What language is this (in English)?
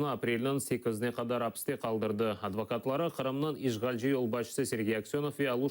Crimean Tatar